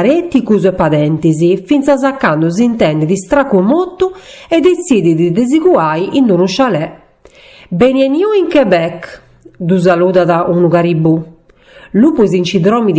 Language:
Sardinian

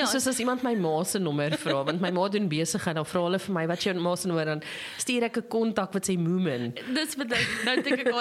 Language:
Afrikaans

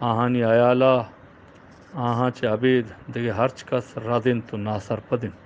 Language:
Eastern Balochi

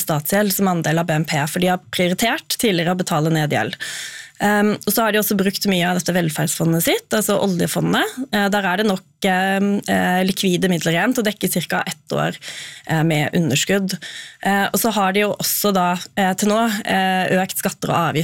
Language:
Norwegian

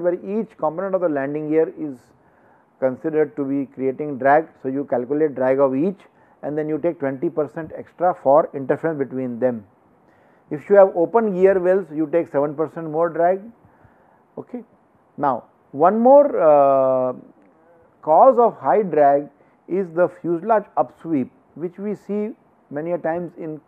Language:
English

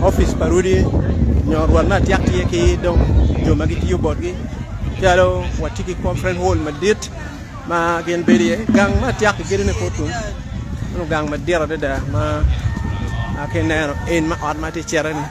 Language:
Acoli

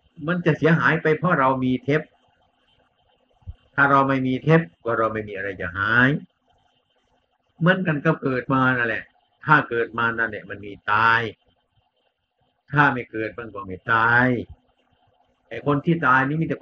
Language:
Thai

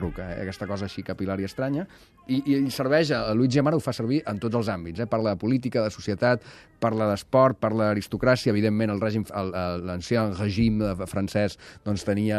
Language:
Catalan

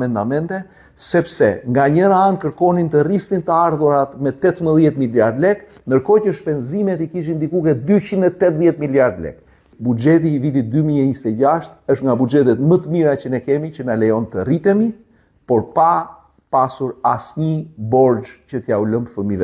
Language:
Albanian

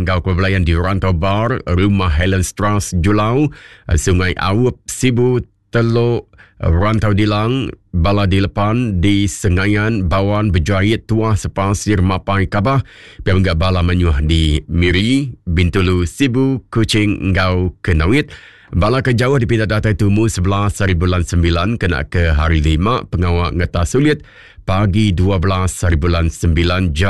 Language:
Iban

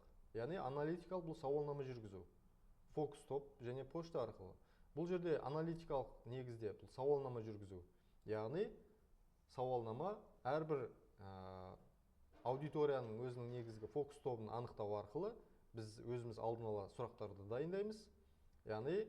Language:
Kazakh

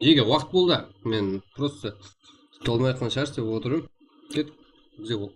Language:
Kara-Kalpak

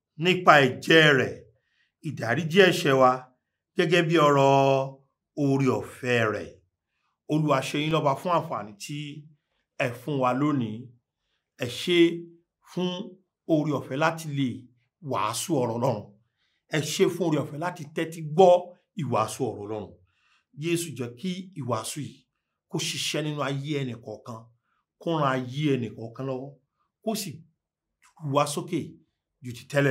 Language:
Yoruba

